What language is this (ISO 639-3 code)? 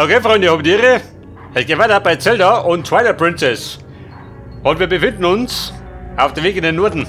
bar